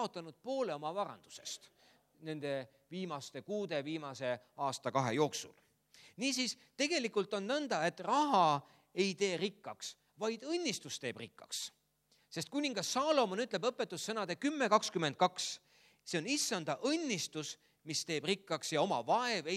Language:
Estonian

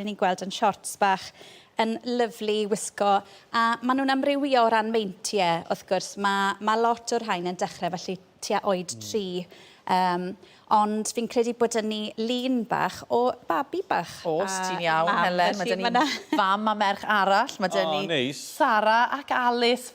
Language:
Welsh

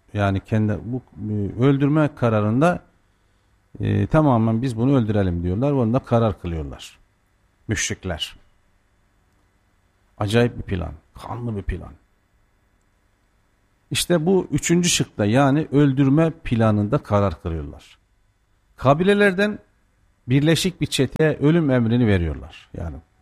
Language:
Turkish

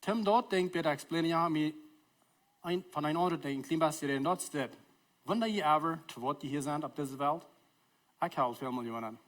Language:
Plautdietsch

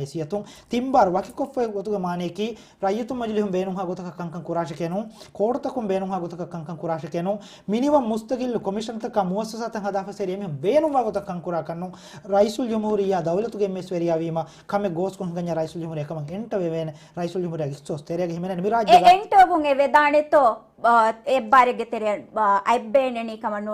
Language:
Divehi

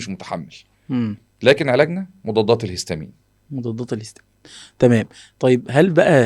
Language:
Egyptian Arabic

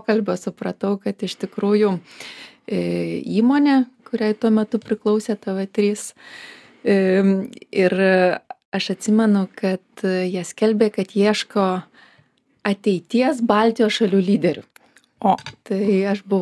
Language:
Lithuanian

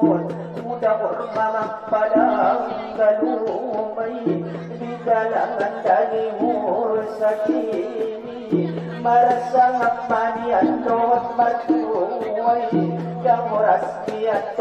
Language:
Batak Angkola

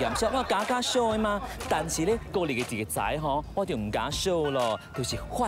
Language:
Min Nan Chinese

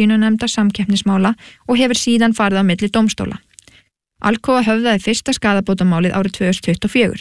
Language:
Icelandic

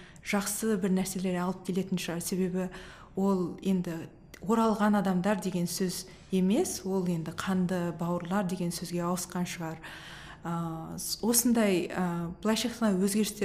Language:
Kazakh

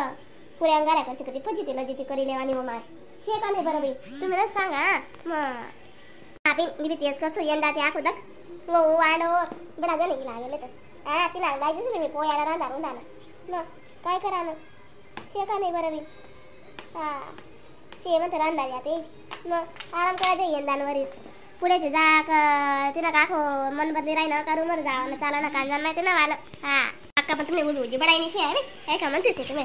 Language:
Khandesi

